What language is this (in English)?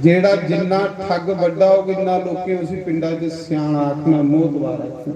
Dogri